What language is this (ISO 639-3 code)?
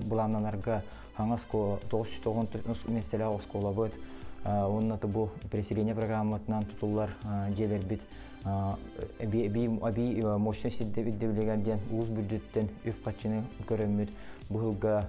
sah